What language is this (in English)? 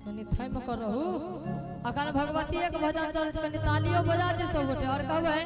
Maithili